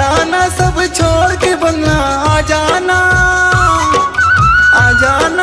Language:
Chhattisgarhi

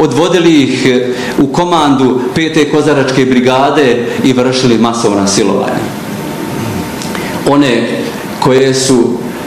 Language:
Bosnian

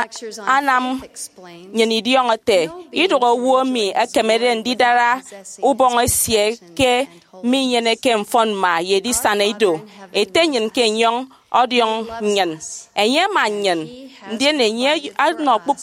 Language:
Efik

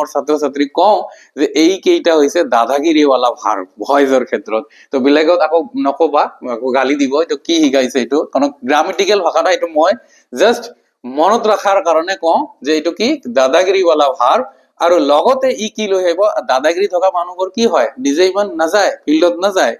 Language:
Assamese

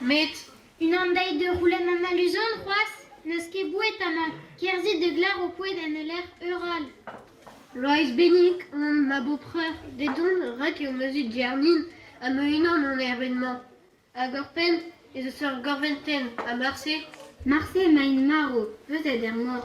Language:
Breton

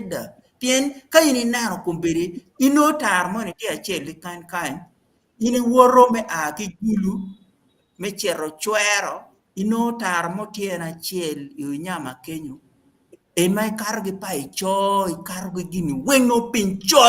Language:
Acoli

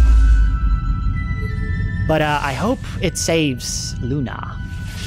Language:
English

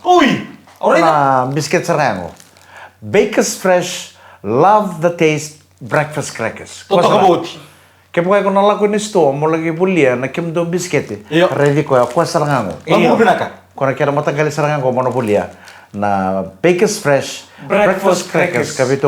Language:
Fijian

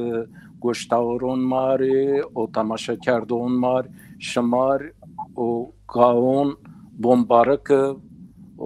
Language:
Zaza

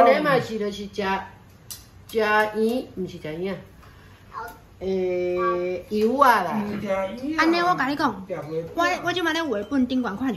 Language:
Min Nan Chinese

